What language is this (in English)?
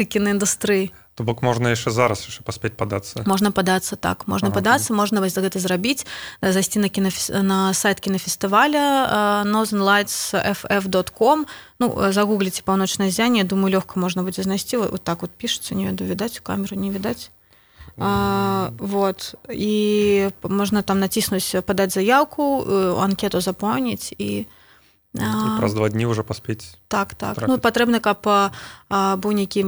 Belarusian